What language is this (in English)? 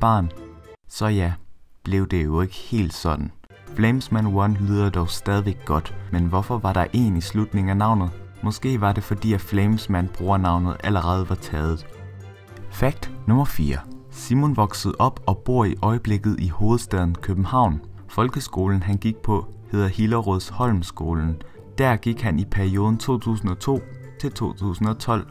Danish